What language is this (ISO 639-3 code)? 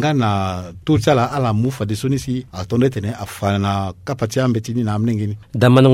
sag